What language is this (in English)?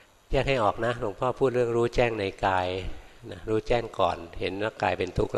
Thai